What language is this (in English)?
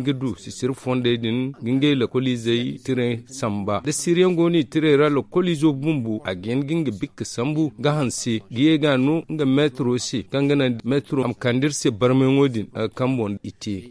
Zarma